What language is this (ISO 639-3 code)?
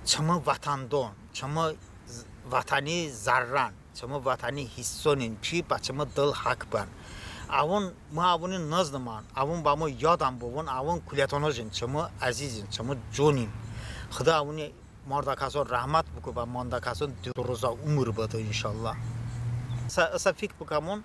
tly